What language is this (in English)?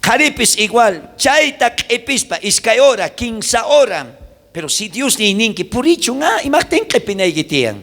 South Bolivian Quechua